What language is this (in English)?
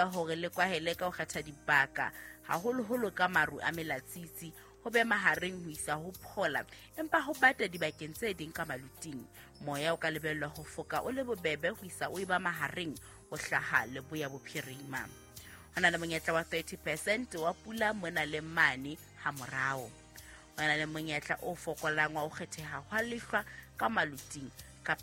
Southern Sotho